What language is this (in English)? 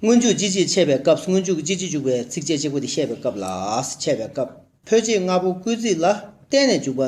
Tibetan